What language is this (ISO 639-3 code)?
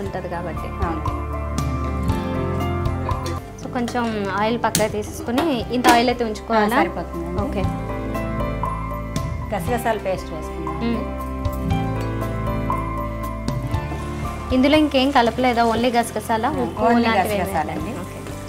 tel